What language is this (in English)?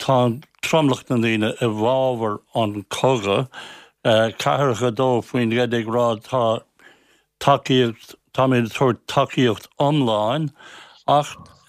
Irish